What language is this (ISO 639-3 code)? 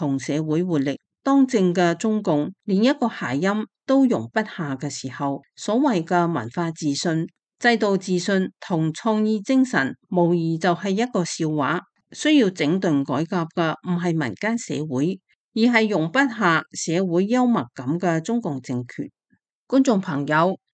yue